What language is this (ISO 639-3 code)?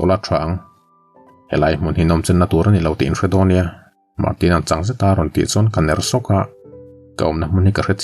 lus